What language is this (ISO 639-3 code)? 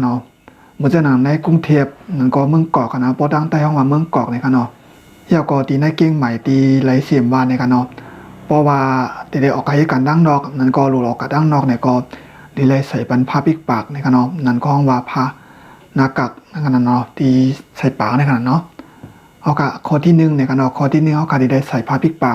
shn